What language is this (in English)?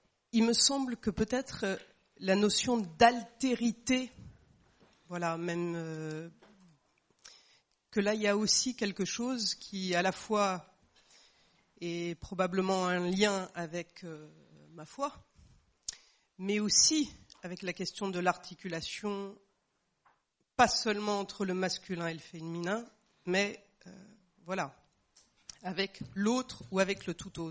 French